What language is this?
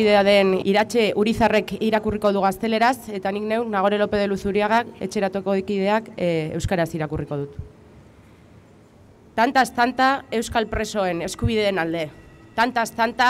Basque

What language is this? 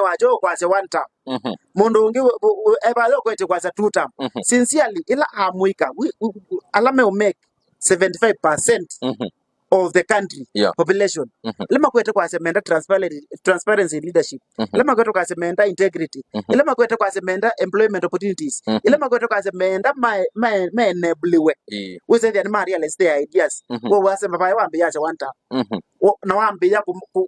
Kamba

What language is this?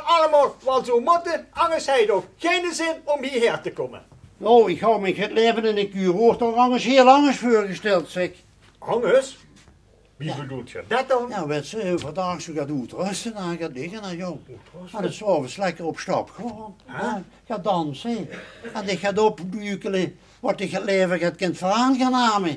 Limburgish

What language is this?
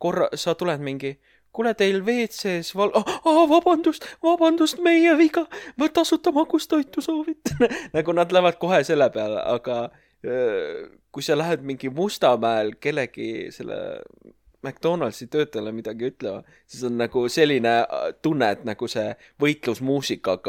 Estonian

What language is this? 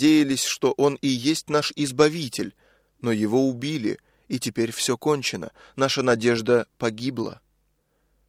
Russian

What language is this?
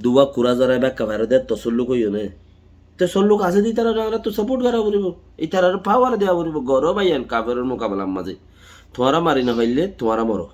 Rohingya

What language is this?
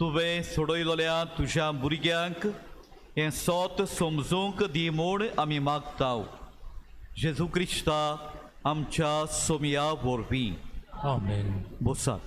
Konkani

